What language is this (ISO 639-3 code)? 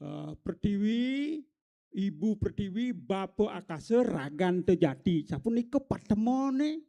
ban